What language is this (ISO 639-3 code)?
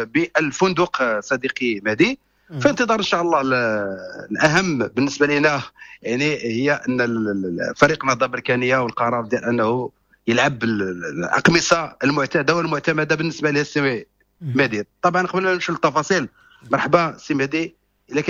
ary